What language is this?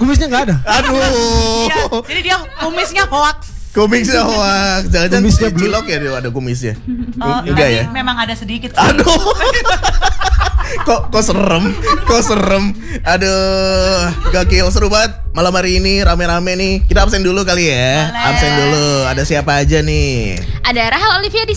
Indonesian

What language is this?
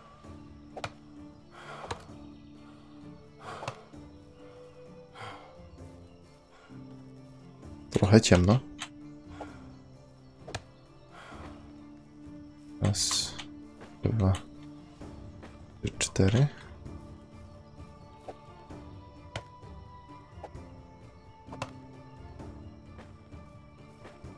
Polish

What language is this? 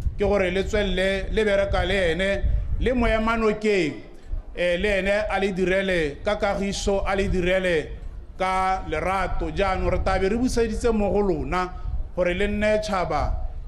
Tswana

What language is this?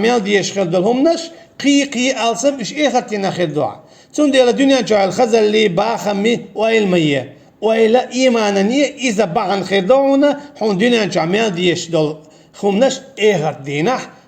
Chechen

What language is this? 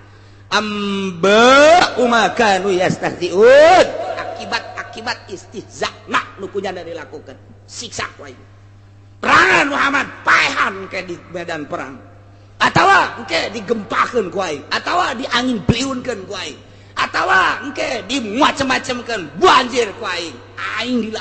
Sundanese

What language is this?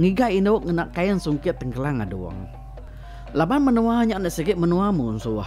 Iban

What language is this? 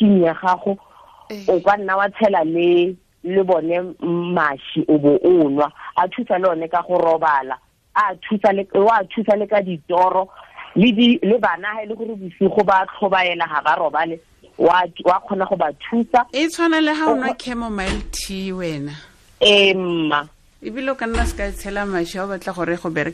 Tswana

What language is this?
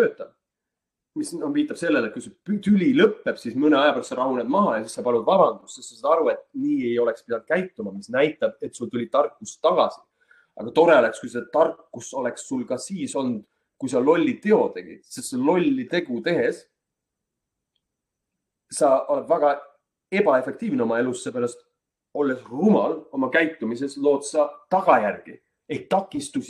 Estonian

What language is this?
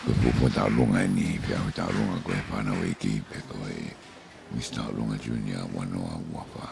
Tongan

